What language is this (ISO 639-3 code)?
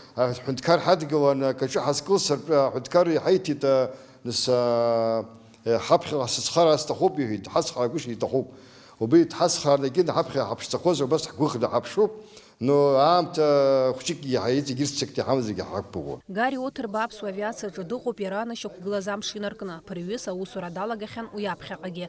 abk